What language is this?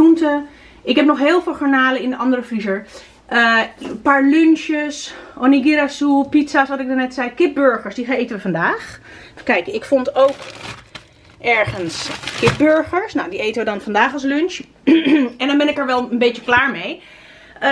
Dutch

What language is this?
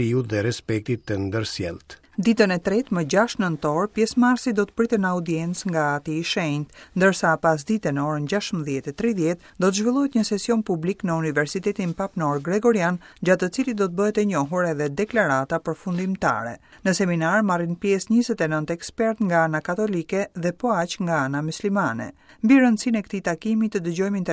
Albanian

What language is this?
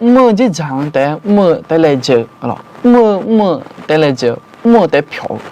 Akha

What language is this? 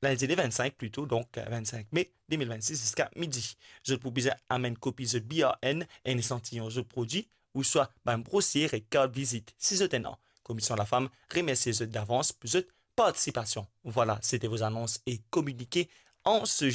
Morisyen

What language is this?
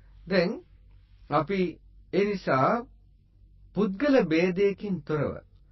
Sinhala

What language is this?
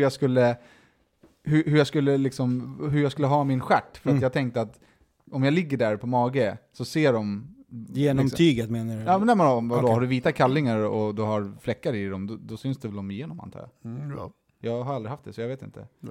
Swedish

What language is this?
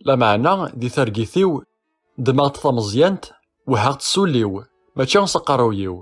Kabyle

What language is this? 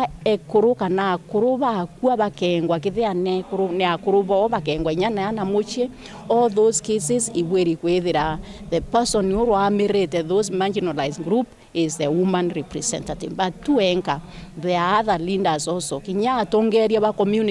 Meru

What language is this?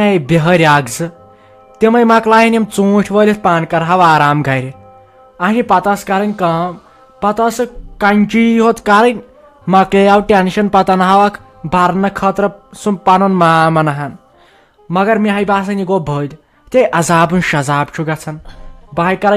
Kashmiri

